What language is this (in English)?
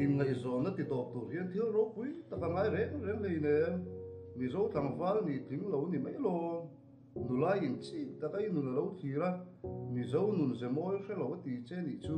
Mizo